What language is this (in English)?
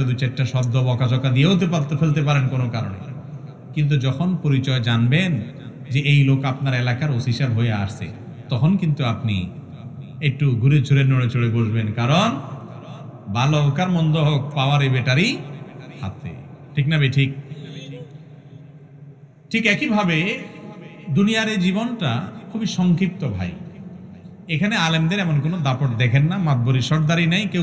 Bangla